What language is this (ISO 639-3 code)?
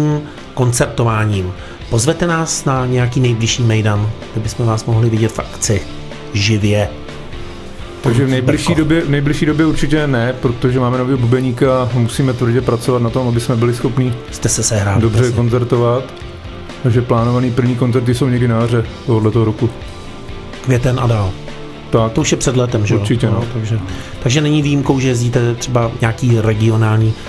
ces